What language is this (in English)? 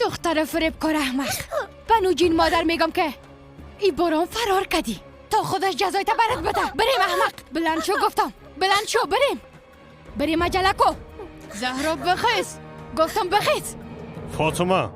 Persian